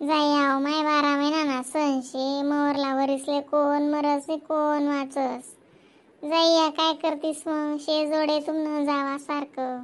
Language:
Khandesi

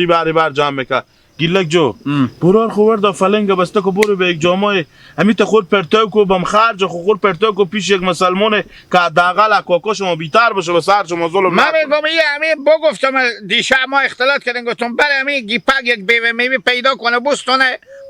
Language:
Hazaragi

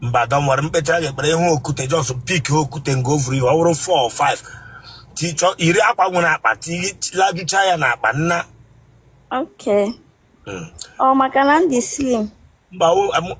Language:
Igbo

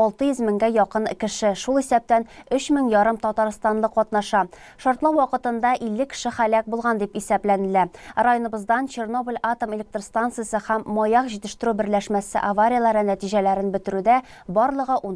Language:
Tatar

